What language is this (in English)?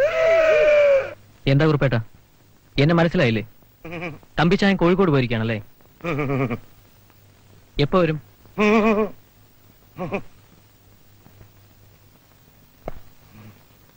Malayalam